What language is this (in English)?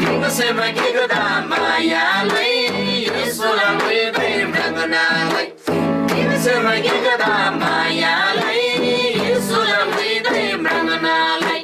Eastern Tamang